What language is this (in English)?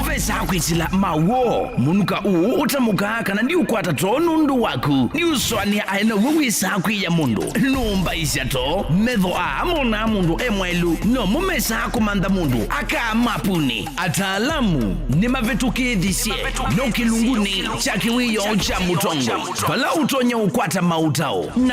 Kamba